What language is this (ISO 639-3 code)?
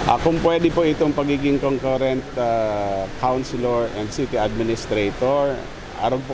bik